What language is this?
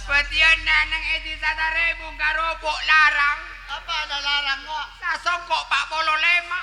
Madurese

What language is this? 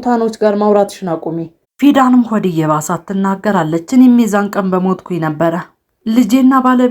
Amharic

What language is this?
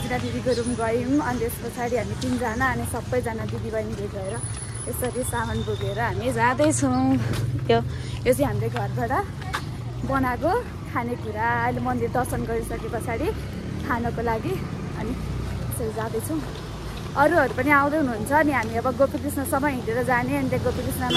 Nepali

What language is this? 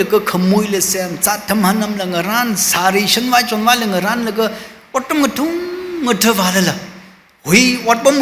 Tangkhul Naga (India)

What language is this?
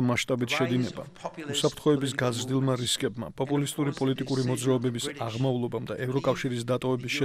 Georgian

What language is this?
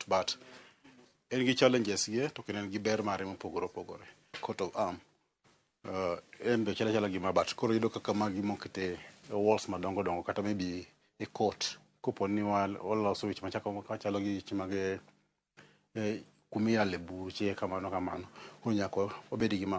Luo (Kenya and Tanzania)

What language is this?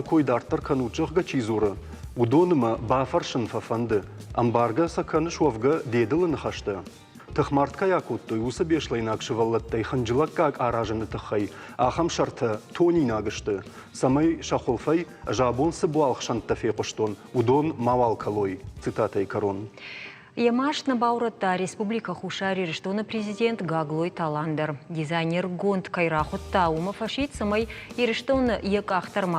Ossetic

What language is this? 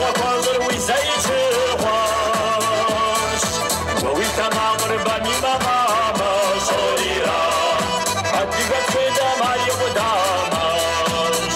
Kabardian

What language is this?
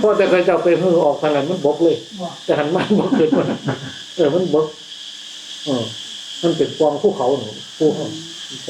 Northeastern Thai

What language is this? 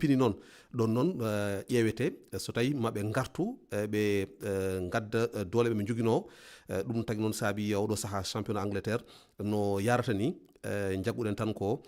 Fula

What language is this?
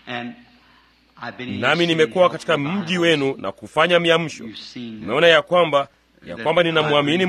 Swahili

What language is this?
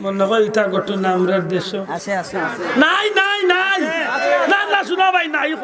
Sylheti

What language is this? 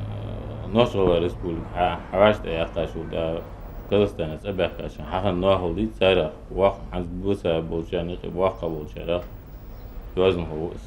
Ingush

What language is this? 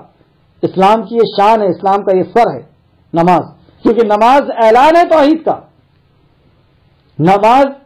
Urdu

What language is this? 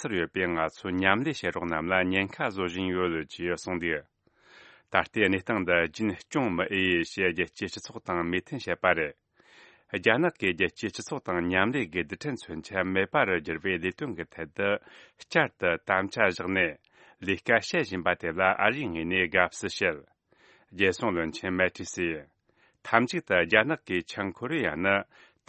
Tibetan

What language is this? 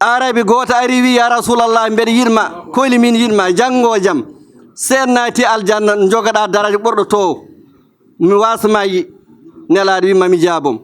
Fula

